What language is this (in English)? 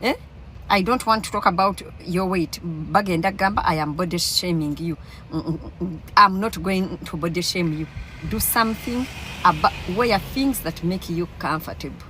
Ganda